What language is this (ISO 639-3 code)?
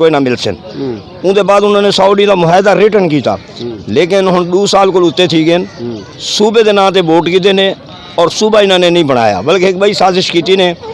skr